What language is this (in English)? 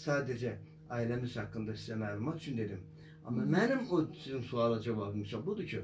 Azerbaijani